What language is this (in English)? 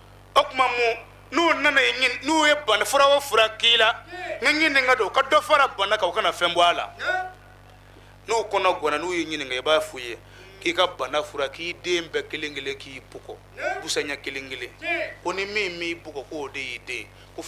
Bambara